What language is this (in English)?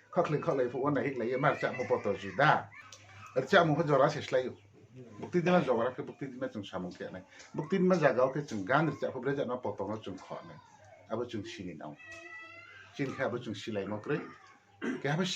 Riang (India)